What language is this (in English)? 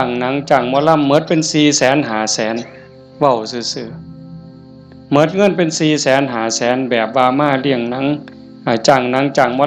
Northeastern Thai